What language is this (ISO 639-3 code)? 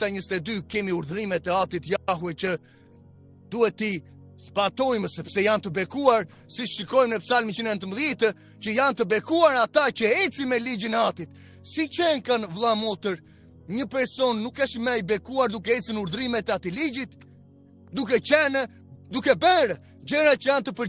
sqi